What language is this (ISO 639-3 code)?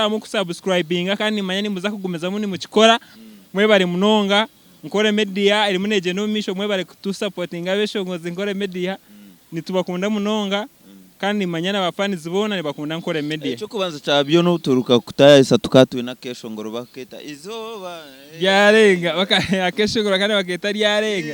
nyn